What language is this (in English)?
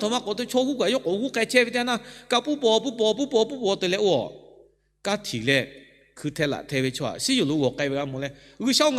Lahu